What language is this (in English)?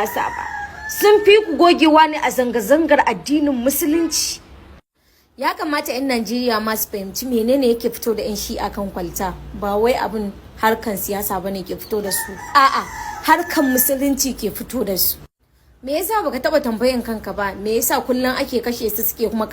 Hausa